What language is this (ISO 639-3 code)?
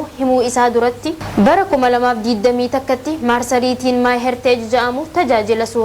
orm